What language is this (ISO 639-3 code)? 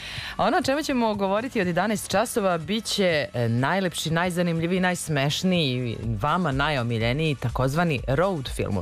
srp